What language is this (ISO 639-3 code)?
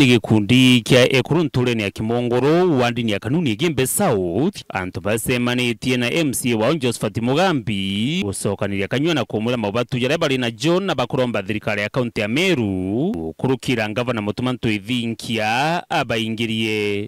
mer